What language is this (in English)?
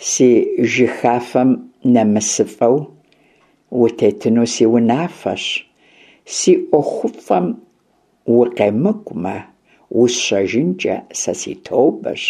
Kabardian